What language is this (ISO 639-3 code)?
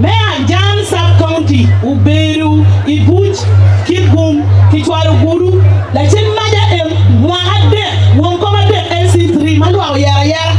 ach